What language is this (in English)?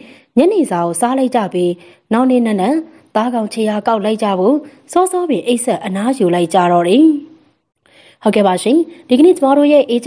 Burmese